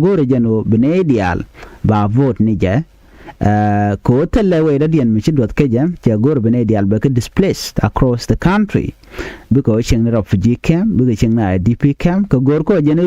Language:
Nuer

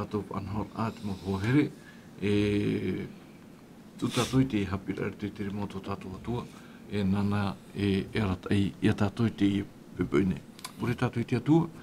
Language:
Tahitian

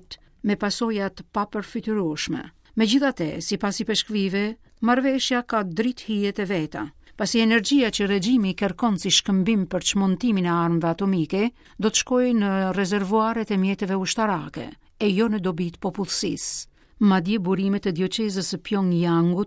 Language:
Albanian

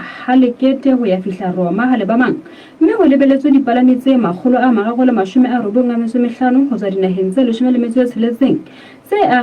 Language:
Southern Sotho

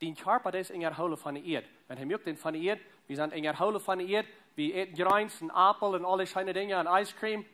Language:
Plautdietsch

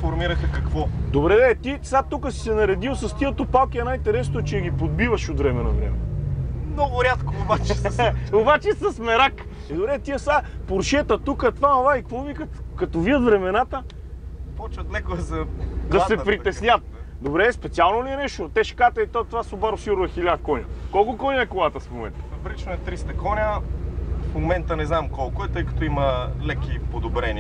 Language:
Bulgarian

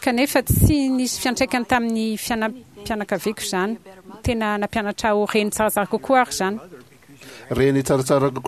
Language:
Malagasy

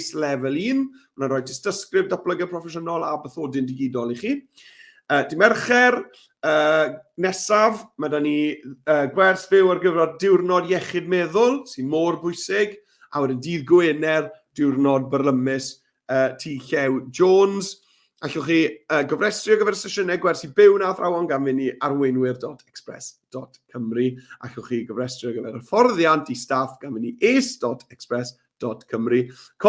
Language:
Welsh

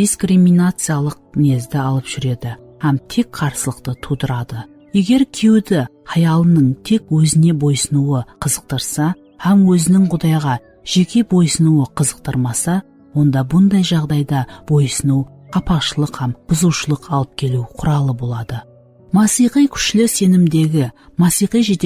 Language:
Kara-Kalpak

